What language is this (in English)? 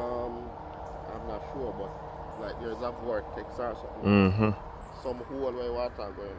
Jamaican Creole English